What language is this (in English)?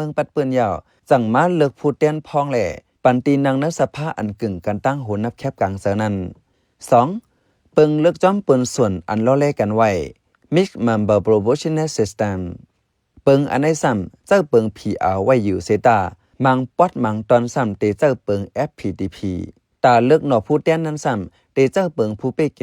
Shan